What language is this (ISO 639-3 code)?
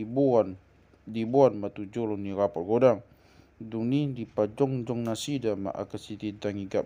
bbc